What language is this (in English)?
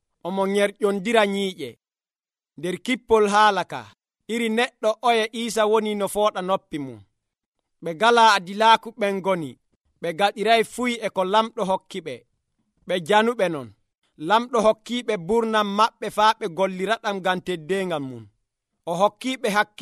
Nigerian Fulfulde